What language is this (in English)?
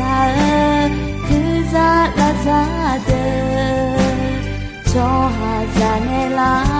Akha